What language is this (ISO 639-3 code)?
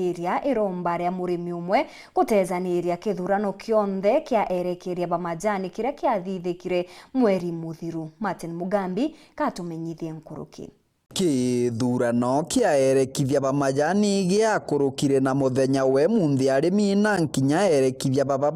mer